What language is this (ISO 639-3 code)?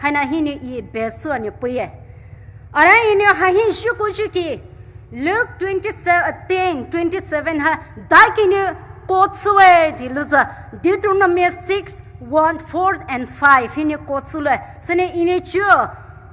pmx